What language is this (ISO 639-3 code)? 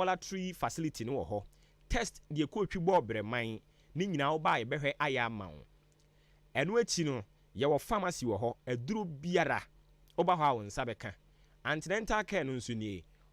aka